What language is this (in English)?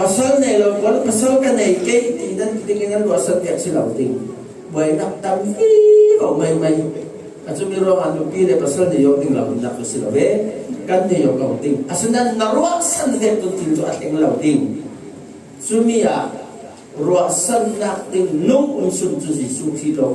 Falam Chin